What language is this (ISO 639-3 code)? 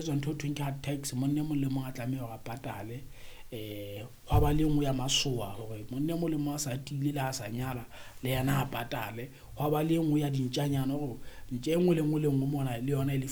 sot